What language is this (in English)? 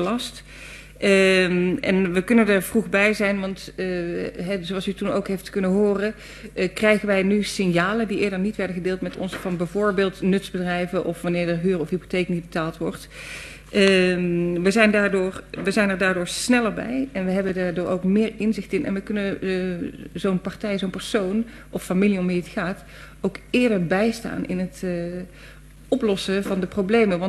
Dutch